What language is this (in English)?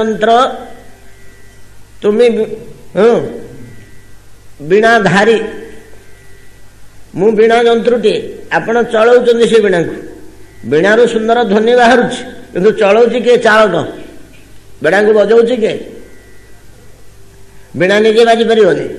Odia